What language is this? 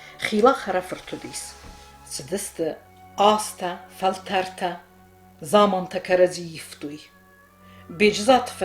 Ossetic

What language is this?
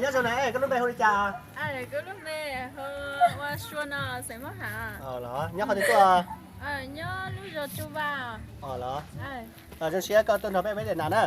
Hmong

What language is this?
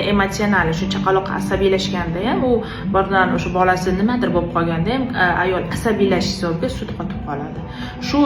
Uzbek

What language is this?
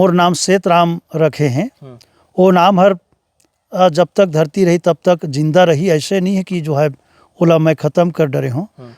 Chhattisgarhi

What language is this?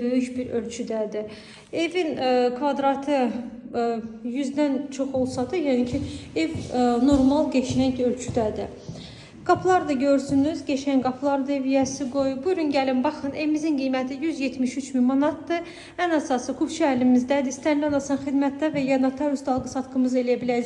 Azerbaijani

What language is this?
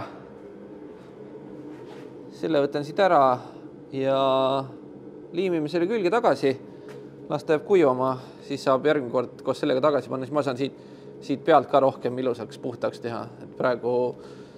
Estonian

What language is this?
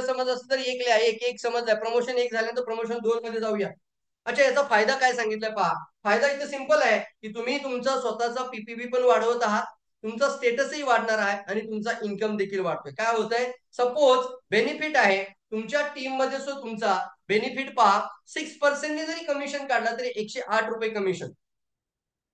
Marathi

